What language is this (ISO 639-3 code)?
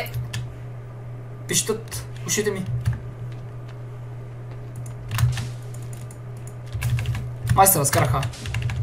bul